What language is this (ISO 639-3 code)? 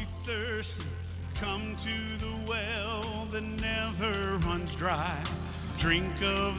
ewe